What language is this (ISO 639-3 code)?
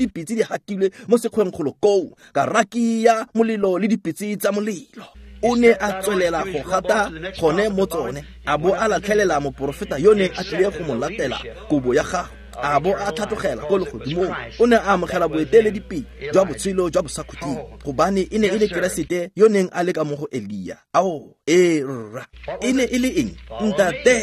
tsn